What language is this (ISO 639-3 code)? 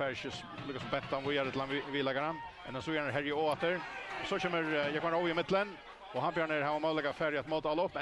fao